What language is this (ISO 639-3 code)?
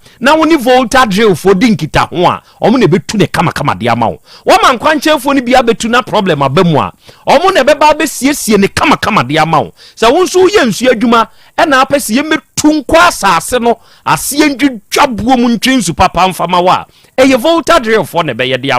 aka